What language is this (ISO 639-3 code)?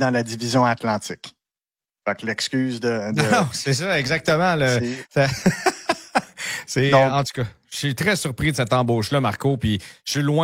fra